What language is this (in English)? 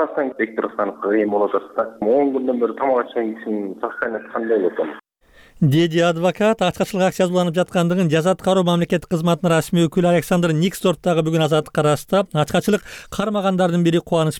Kyrgyz